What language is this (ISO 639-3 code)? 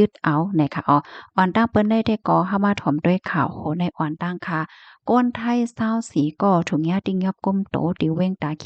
shn